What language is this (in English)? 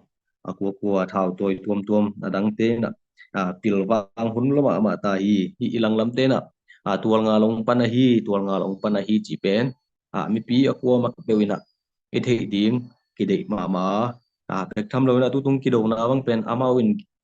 Tedim Chin